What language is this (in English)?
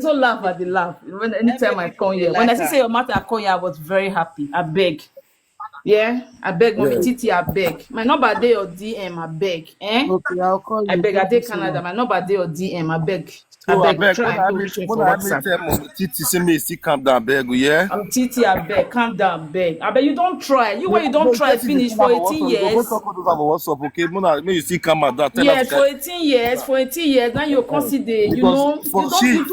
Nigerian Pidgin